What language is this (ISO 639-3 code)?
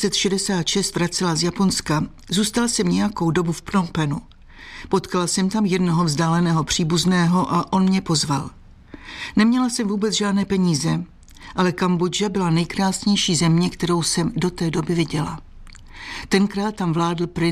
ces